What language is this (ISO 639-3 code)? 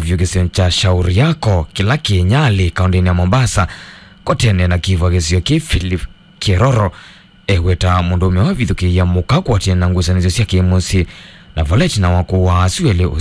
kam